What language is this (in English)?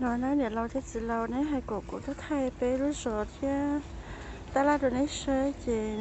Hmong